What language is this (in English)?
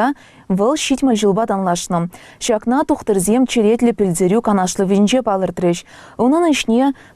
Chuvash